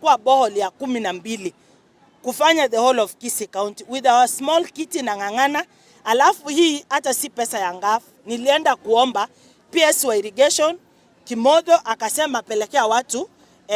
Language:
Gusii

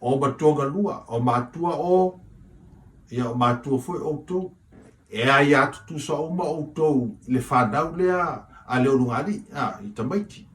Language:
Samoan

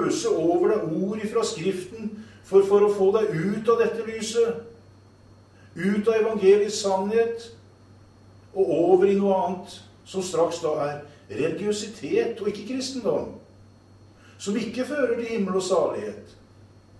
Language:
Norwegian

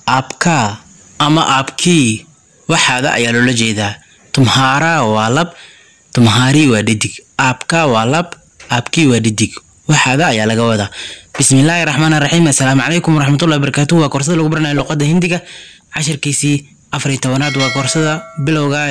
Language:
Somali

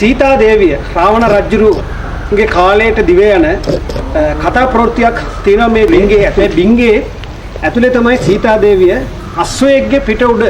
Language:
Sinhala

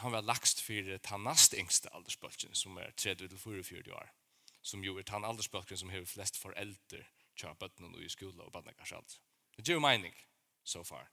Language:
Faroese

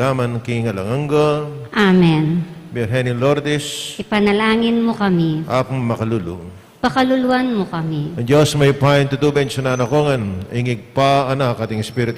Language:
Pampanga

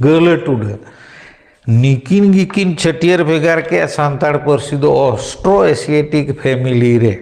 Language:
Santali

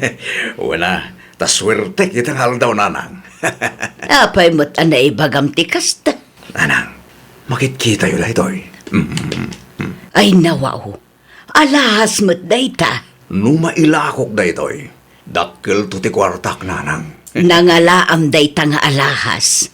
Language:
Iloko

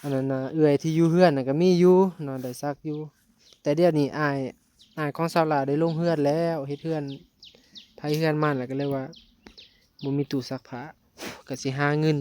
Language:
Northeastern Thai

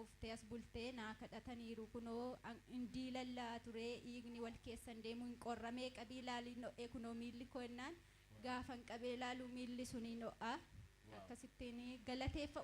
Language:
Oromo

